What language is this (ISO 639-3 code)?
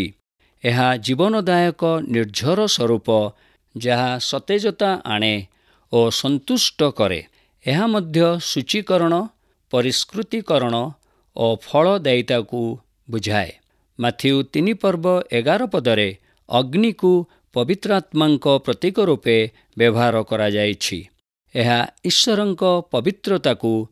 ori